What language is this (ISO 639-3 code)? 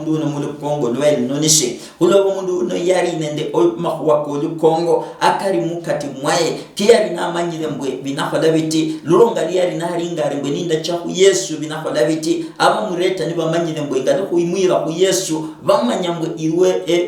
luy